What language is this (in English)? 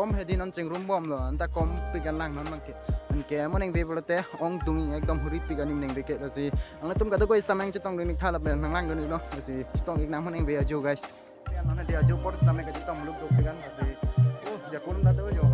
Karbi